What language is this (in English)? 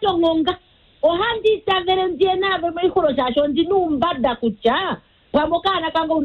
Kuanyama